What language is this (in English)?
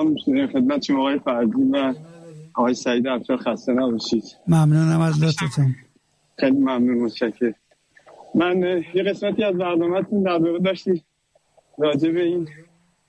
Persian